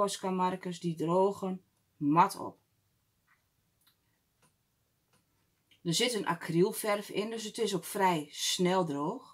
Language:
Dutch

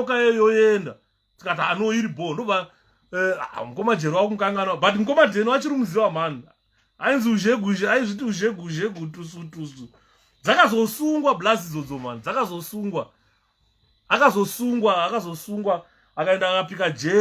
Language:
Shona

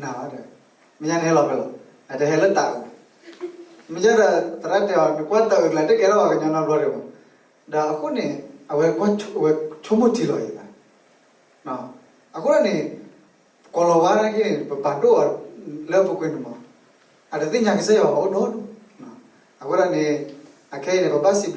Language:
S'gaw Karen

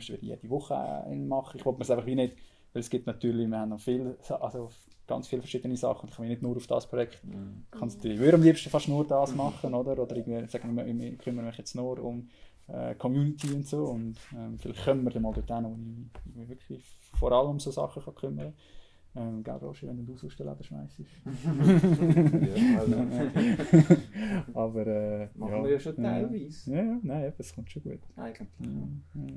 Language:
Swiss German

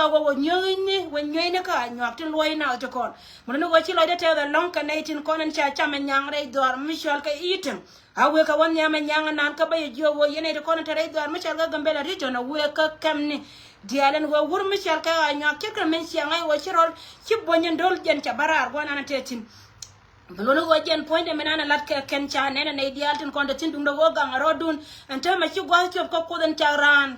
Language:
Nuer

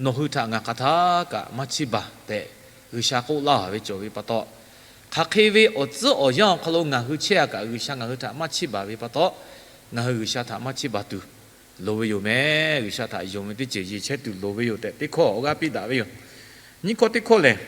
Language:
Lahu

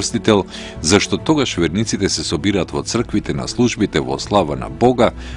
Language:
Macedonian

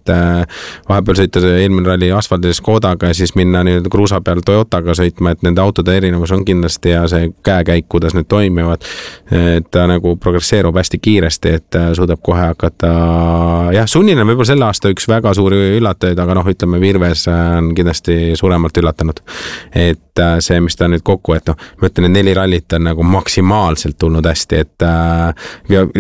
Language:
Estonian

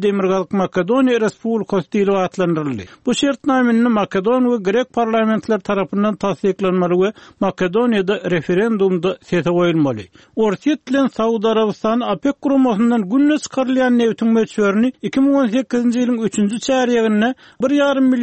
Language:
Turkmen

